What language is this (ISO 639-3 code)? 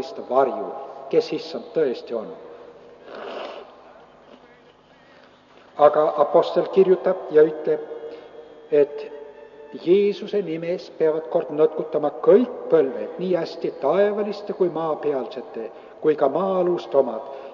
est